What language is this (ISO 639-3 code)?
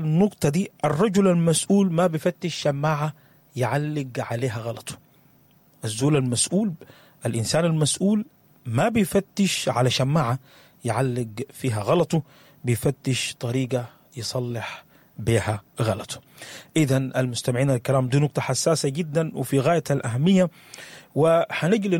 apd